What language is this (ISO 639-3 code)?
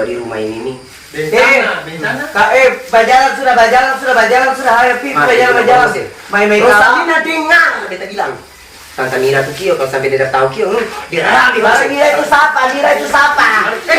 abs